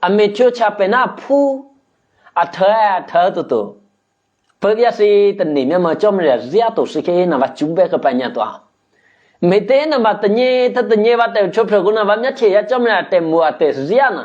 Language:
Eastern Kayah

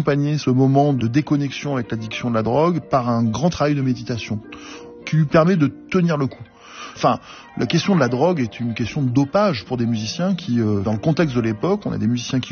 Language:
French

